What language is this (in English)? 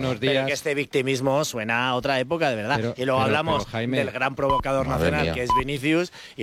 Spanish